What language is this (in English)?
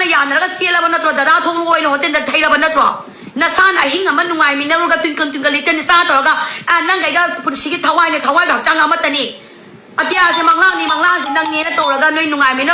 Manipuri